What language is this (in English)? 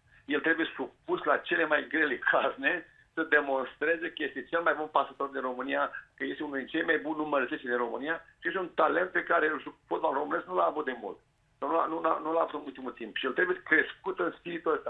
Romanian